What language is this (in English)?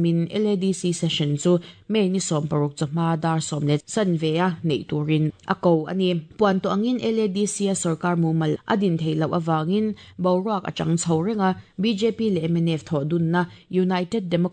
Mizo